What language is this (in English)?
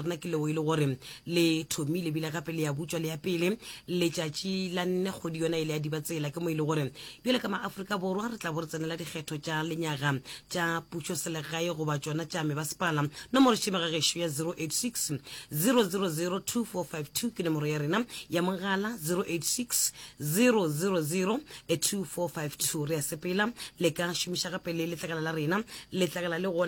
Northern Sotho